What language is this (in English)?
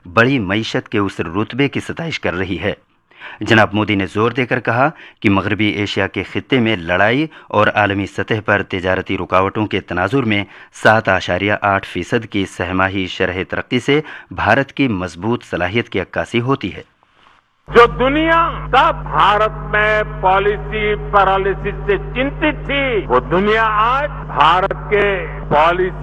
Urdu